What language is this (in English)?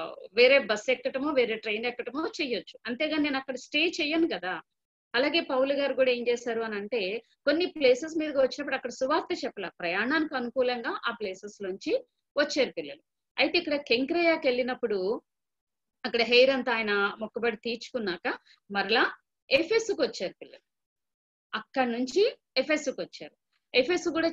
Telugu